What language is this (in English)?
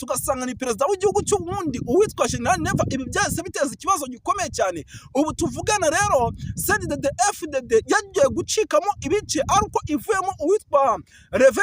Rundi